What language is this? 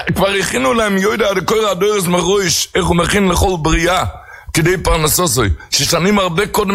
Hebrew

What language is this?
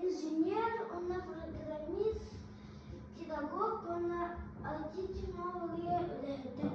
Yakut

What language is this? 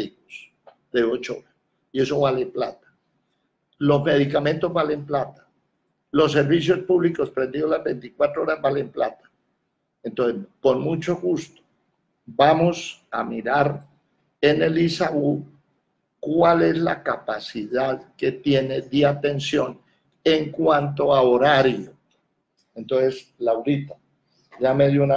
Spanish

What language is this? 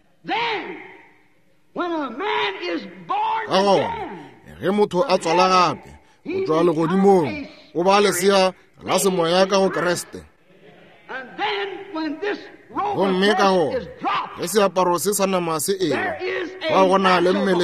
Northern Sotho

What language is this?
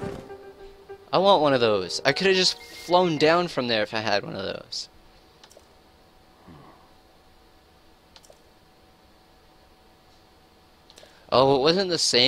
English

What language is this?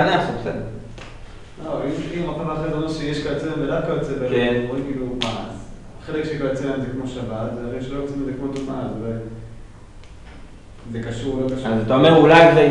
Hebrew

